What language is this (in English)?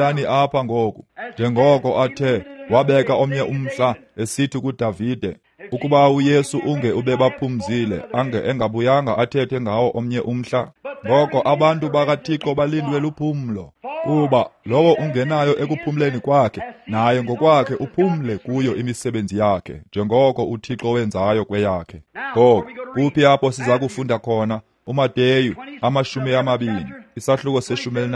Xhosa